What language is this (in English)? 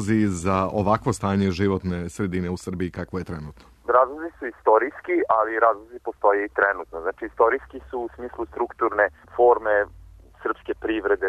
Serbian